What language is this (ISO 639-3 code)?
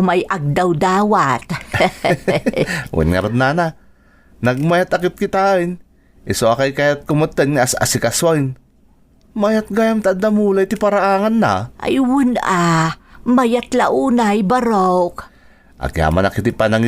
ilo